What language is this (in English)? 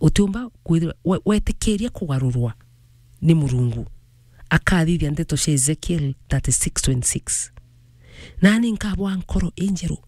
Meru